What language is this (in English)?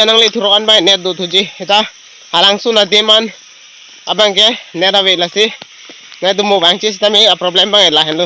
Karbi